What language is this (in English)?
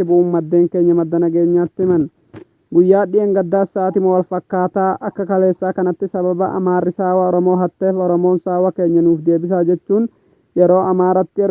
Oromo